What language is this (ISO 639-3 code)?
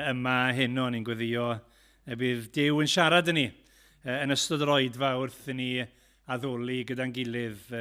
cym